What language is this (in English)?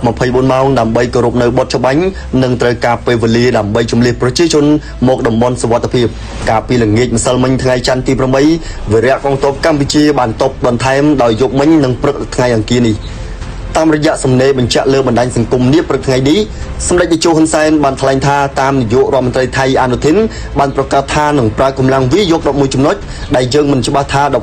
Khmer